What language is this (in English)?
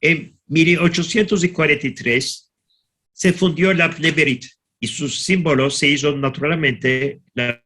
Ladino